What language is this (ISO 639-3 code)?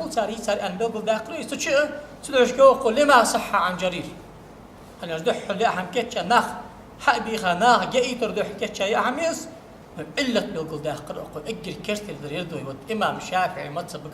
inh